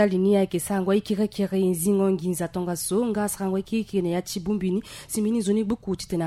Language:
Sango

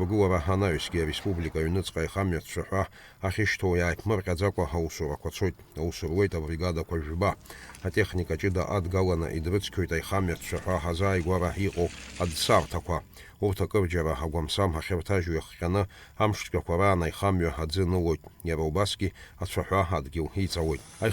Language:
Abkhazian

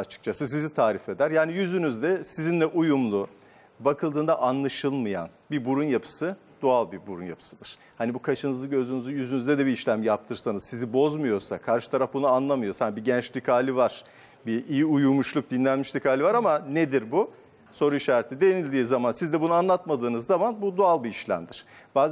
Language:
Turkish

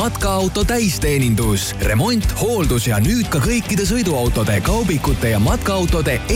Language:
Estonian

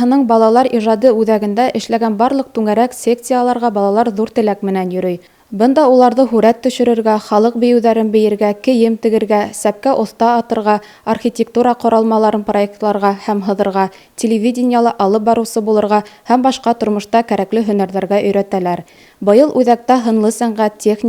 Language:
Bashkir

